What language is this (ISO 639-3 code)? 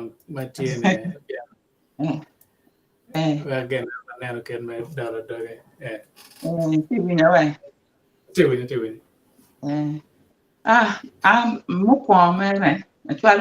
ach